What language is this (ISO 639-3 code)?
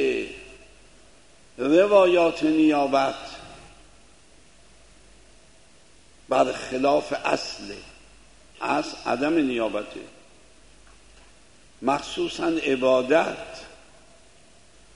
fas